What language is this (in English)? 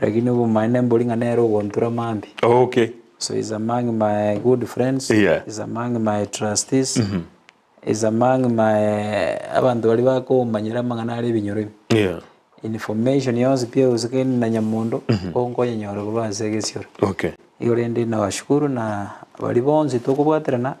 Gusii